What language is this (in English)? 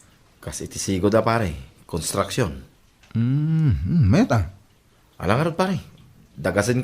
Iloko